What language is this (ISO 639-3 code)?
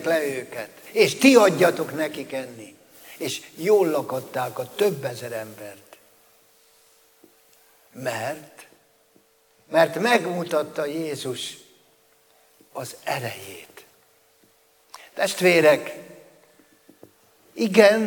hun